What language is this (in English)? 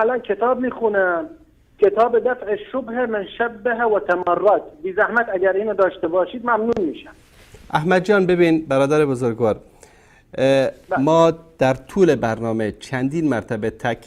Persian